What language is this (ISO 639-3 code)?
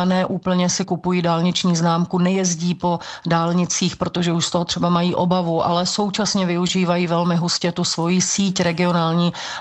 ces